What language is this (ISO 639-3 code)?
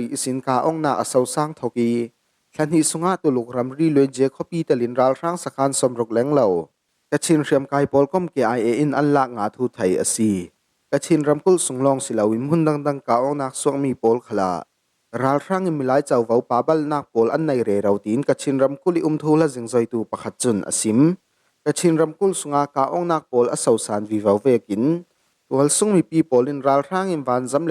cfm